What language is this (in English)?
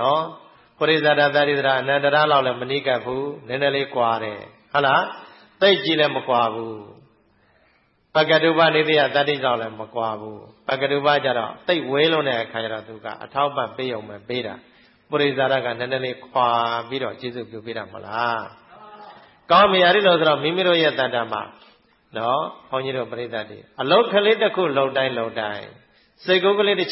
Burmese